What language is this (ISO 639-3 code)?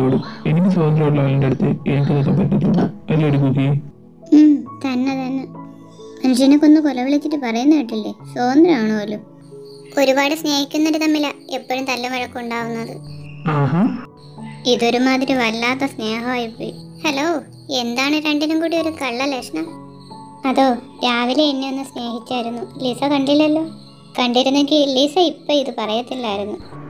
mal